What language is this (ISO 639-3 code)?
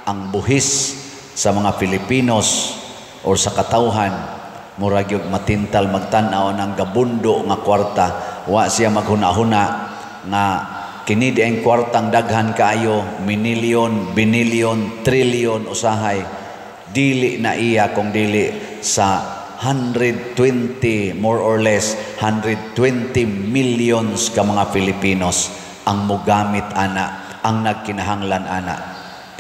ceb